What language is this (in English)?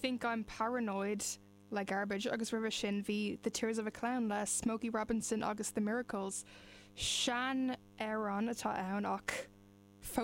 Irish